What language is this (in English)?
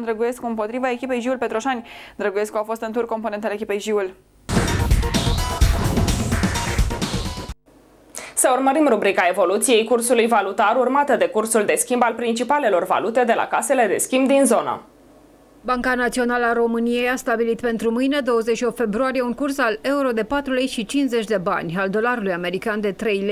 Romanian